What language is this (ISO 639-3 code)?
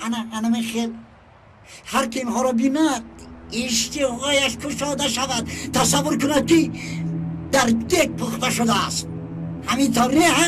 tgk